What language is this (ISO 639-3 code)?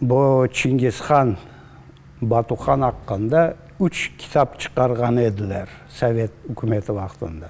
crh